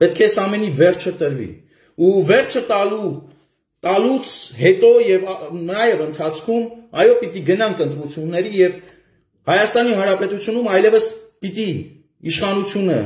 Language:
Armenian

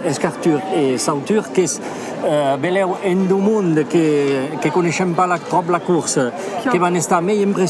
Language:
Occitan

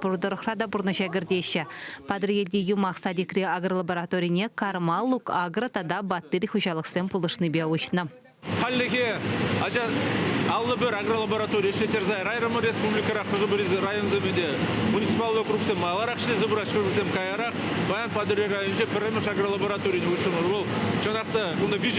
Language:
Chuvash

